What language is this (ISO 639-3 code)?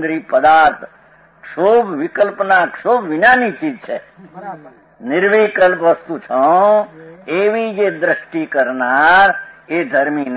guj